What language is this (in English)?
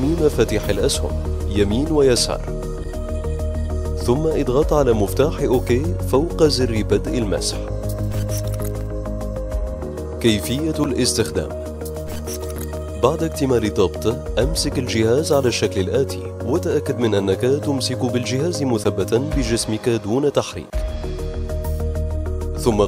Arabic